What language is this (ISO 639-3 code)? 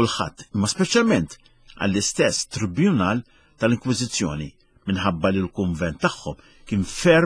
mlt